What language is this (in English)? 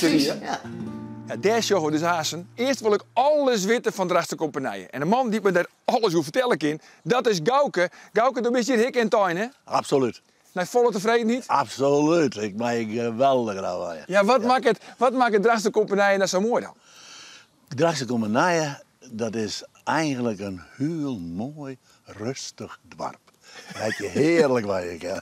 Western Frisian